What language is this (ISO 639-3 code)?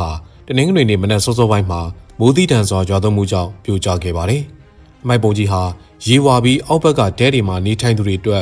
mya